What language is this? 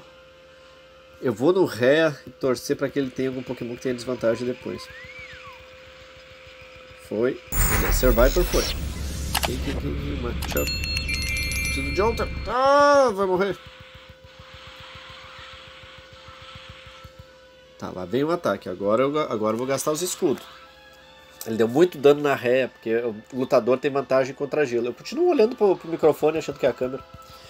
Portuguese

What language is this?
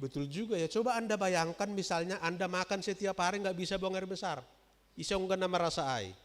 Batak Simalungun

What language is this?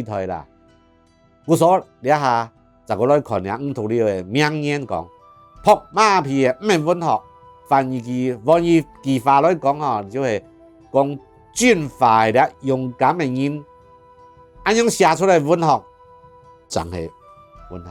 Hakka Chinese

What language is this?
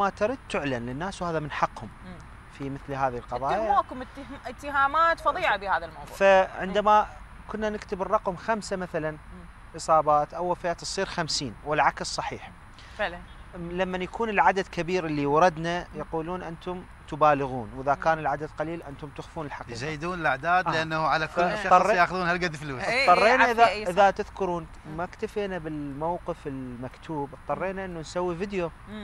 Arabic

